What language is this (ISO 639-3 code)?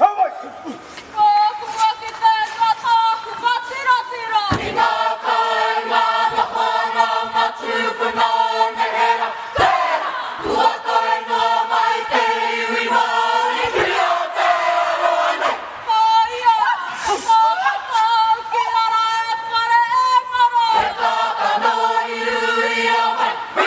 mri